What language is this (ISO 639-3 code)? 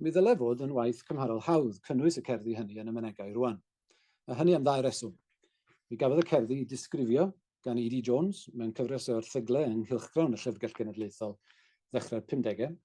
cym